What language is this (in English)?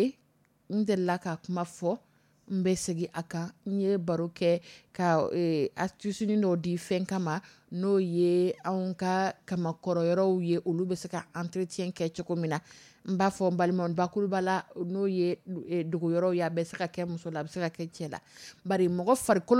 Dyula